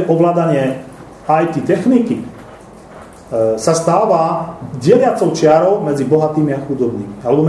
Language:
Slovak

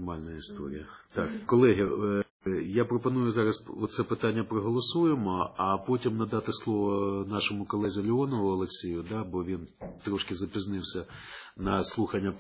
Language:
Ukrainian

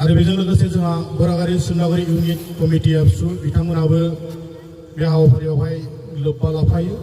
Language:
Bodo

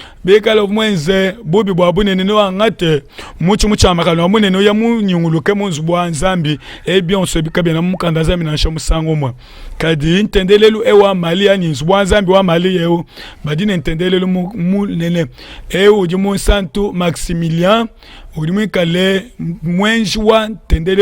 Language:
Luba-Lulua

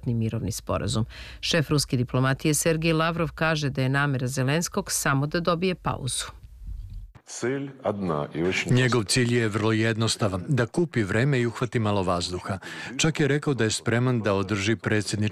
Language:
Serbian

